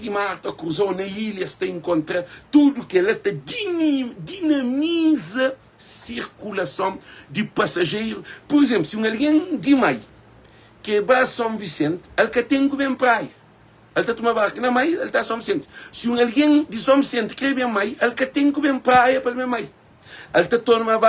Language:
Kabuverdianu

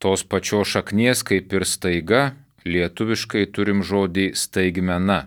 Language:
Lithuanian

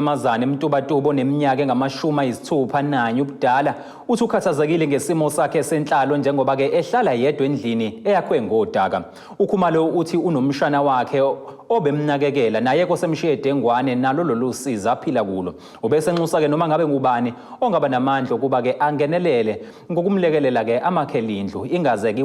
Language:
Zulu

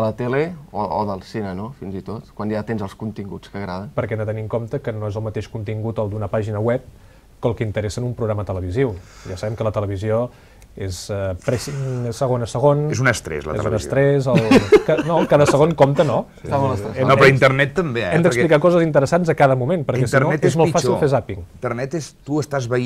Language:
Catalan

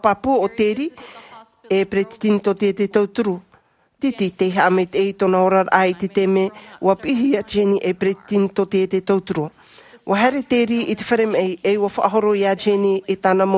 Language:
Tahitian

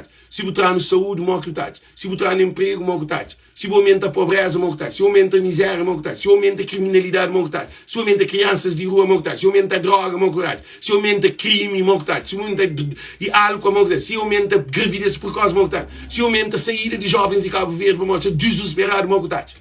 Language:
Kabuverdianu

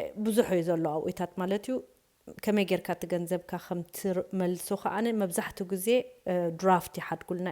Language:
Tigrinya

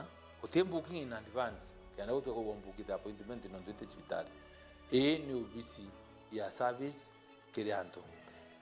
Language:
Meru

